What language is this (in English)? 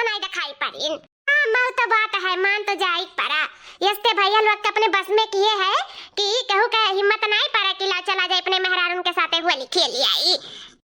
Awadhi